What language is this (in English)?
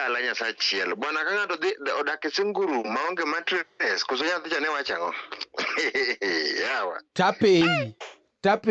Luo (Kenya and Tanzania)